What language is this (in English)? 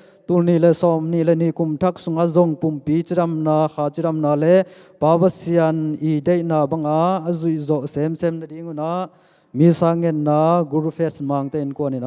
Tedim Chin